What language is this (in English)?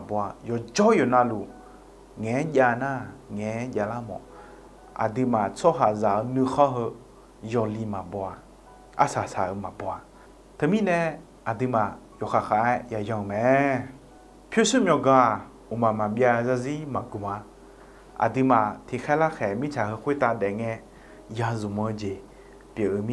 Akha